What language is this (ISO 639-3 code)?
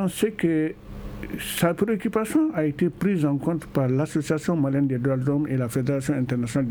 fra